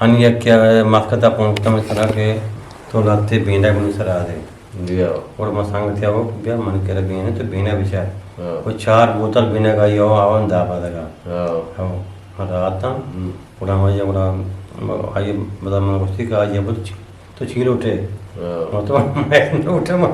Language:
Eastern Balochi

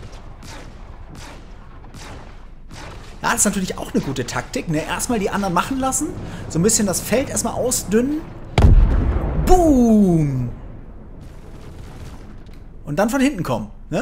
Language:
German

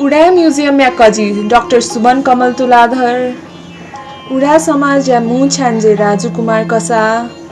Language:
Newari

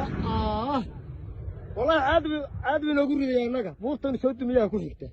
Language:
Somali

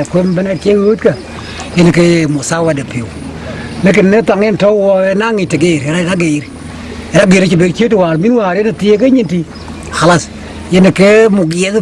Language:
Dinka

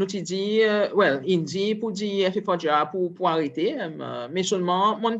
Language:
Seselwa Creole French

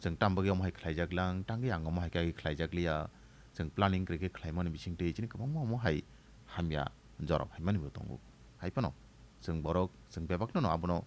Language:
Kok Borok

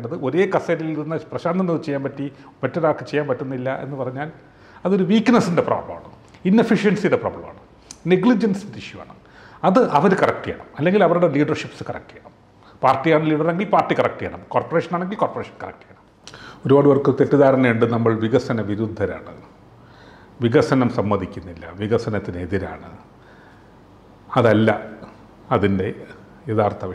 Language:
Malayalam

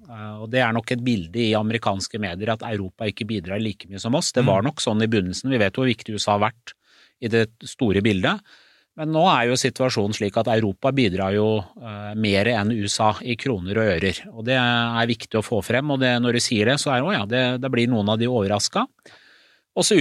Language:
Norwegian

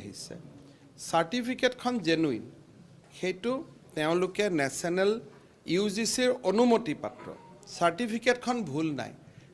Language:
Assamese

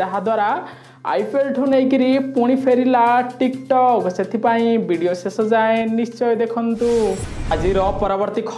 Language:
Odia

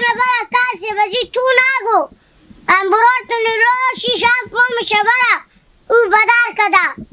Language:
Hazaragi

